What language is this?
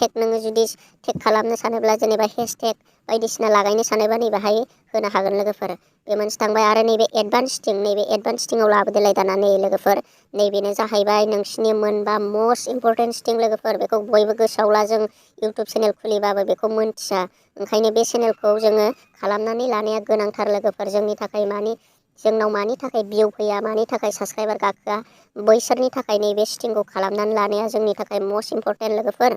Bodo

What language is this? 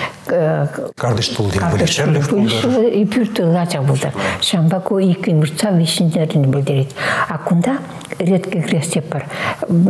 Chuvash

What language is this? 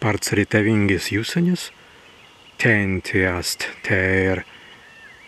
Prussian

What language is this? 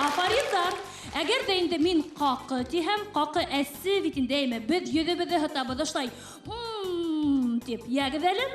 Bashkir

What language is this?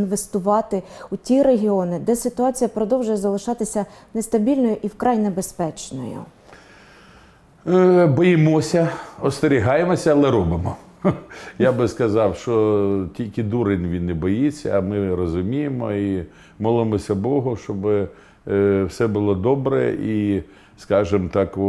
Ukrainian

